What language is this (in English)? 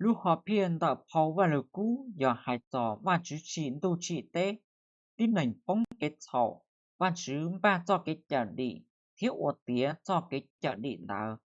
Hmong